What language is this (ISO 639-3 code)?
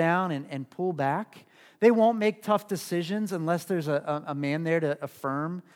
eng